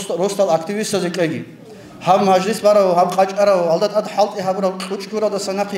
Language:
Avaric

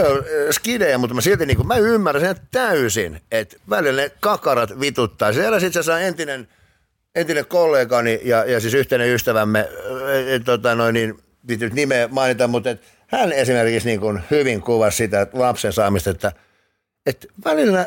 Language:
Finnish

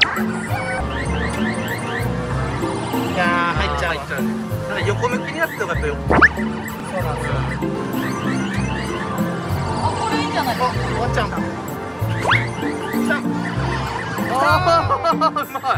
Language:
Japanese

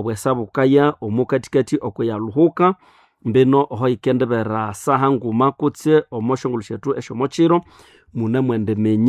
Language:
Nande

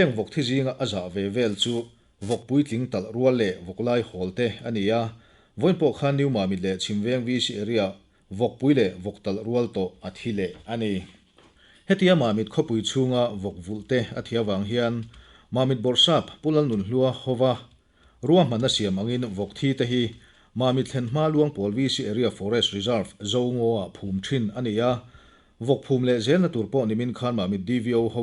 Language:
Mizo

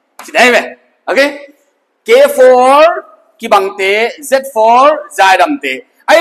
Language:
Paite Chin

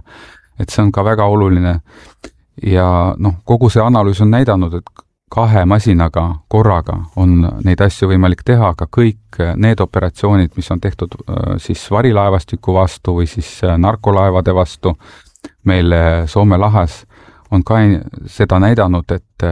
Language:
Estonian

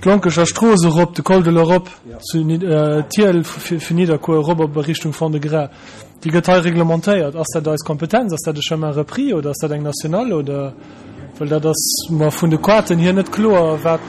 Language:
Luxembourgish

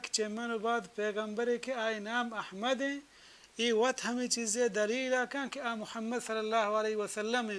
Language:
Baluchi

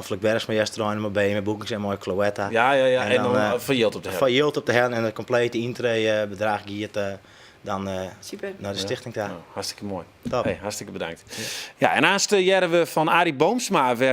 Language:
Western Frisian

